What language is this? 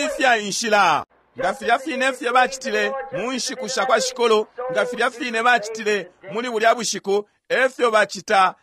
Bemba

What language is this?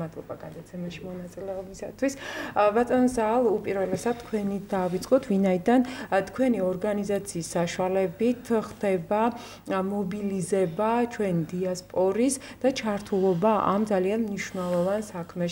Georgian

